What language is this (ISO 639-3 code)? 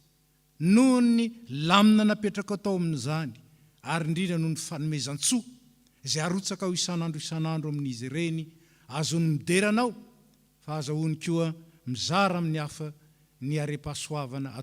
mlg